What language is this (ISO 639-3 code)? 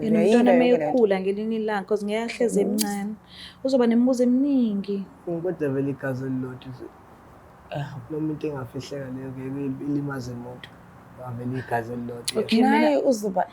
zul